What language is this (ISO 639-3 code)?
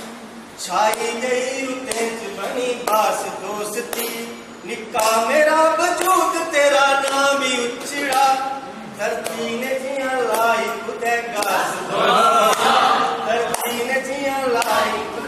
doi